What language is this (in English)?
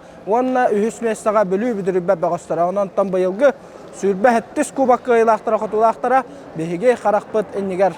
Yakut